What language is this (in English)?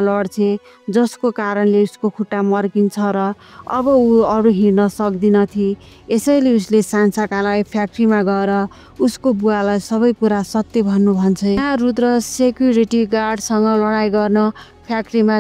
Nepali